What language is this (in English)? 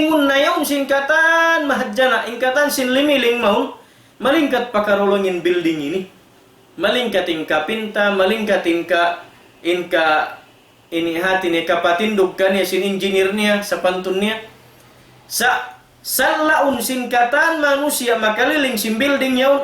Tausug